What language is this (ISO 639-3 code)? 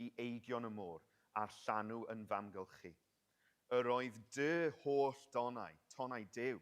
cym